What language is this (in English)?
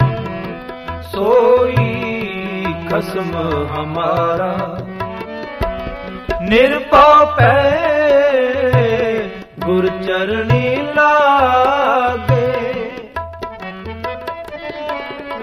Punjabi